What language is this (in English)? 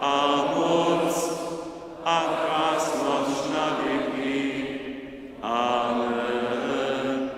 Upper Sorbian